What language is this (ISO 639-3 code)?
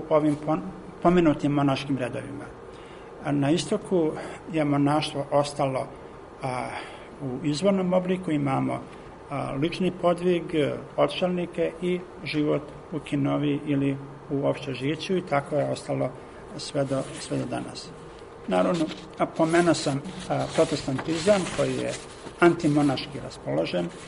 srp